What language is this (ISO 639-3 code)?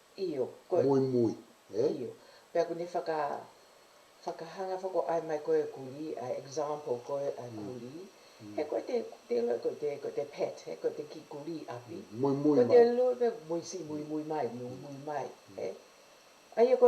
ton